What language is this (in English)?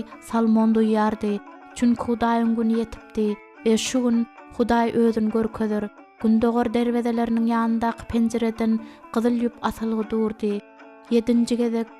Turkmen